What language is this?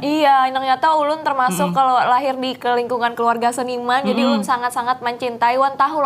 Banjar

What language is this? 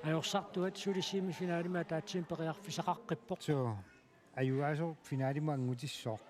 Kalaallisut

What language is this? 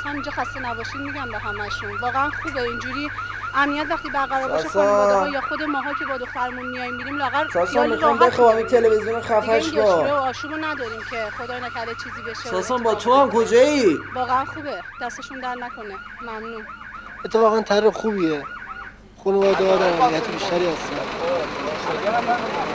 Persian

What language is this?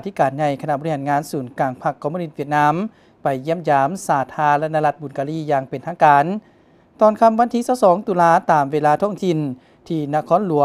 Lao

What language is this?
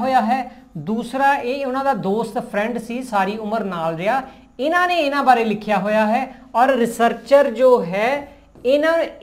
Punjabi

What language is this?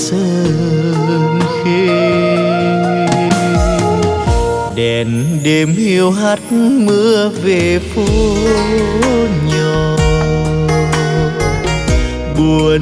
Vietnamese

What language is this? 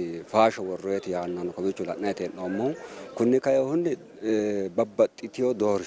Sidamo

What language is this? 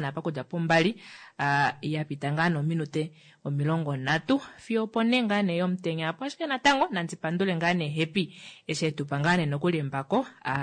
Kuanyama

